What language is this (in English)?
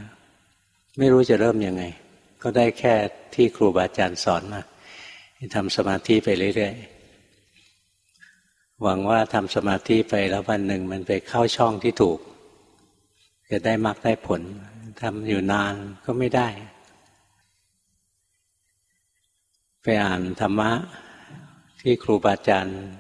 Thai